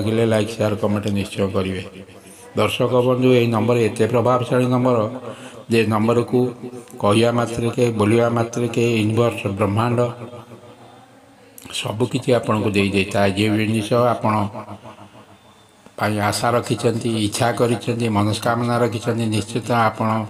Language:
Odia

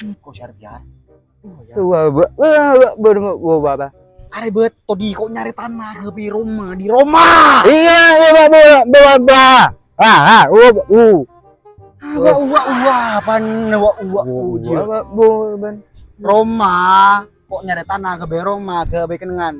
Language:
Madurese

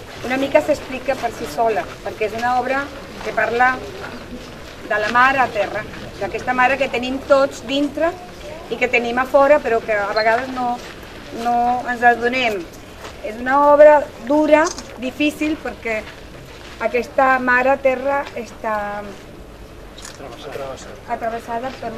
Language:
Catalan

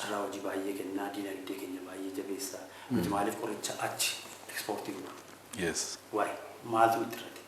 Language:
Oromo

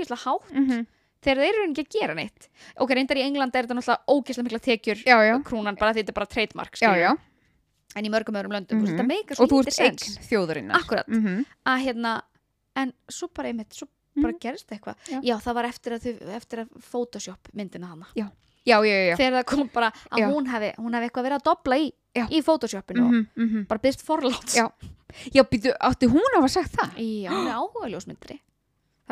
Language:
Icelandic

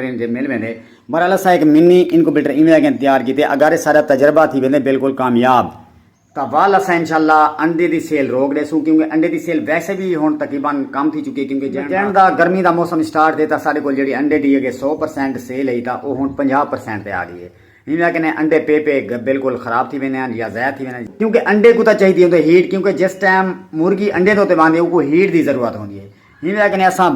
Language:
Saraiki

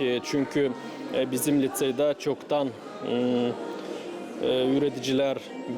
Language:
Gagauz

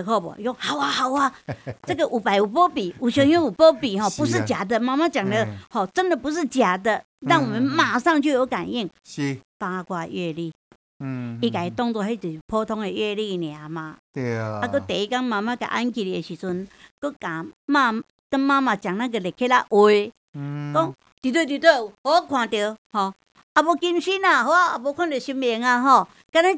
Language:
Min Nan Chinese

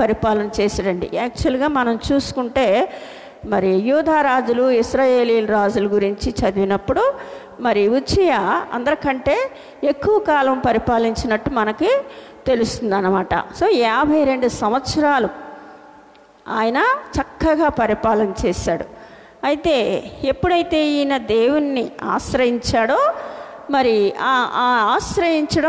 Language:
Telugu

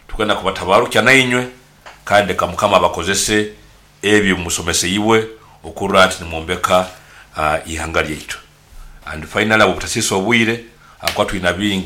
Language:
Nyoro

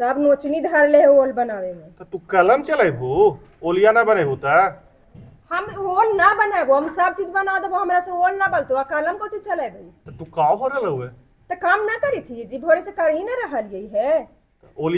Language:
Magahi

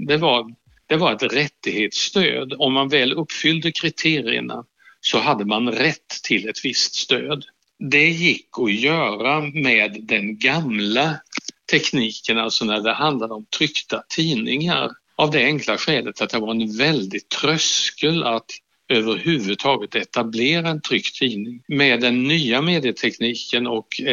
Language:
Swedish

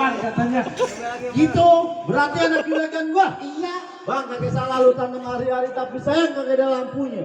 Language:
Betawi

